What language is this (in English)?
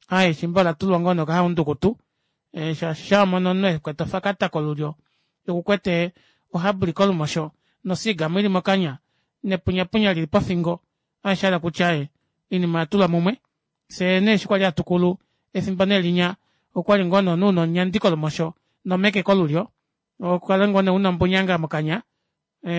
Kuanyama